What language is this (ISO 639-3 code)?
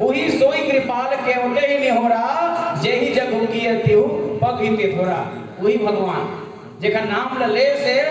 hne